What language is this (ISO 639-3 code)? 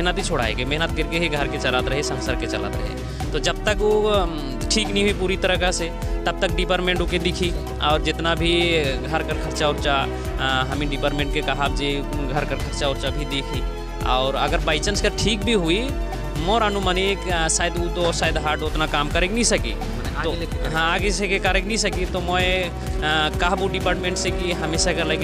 sck